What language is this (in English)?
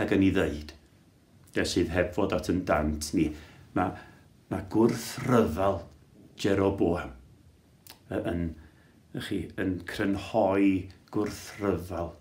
Welsh